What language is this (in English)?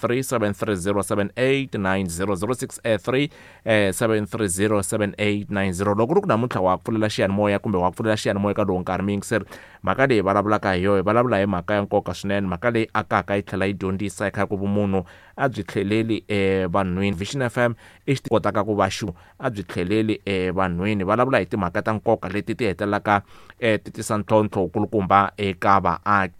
Tsonga